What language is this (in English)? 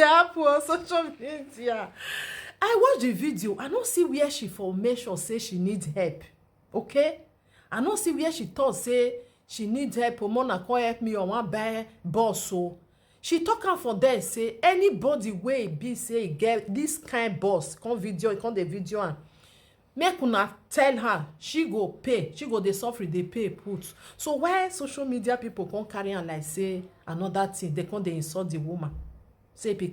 Nigerian Pidgin